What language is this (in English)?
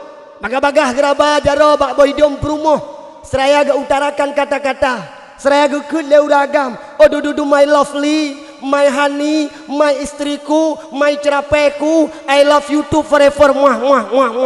Achinese